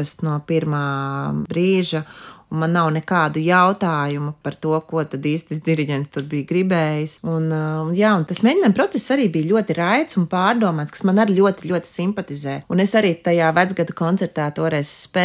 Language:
Latvian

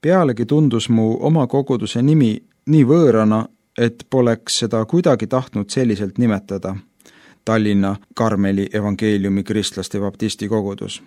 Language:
Estonian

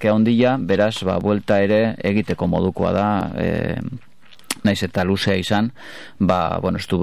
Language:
Basque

